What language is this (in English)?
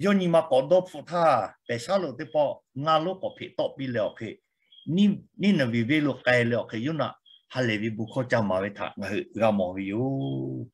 Lahu